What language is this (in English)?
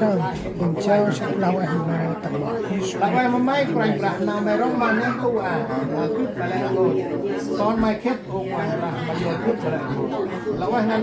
Central Mnong